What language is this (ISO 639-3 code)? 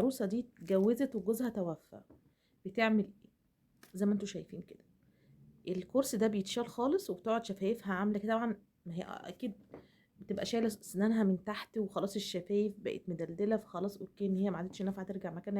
arz